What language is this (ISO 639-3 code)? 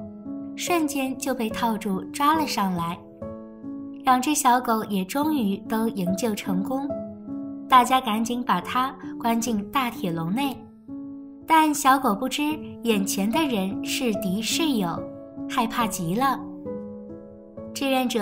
zho